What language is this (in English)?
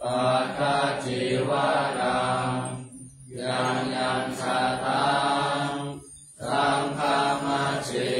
Pali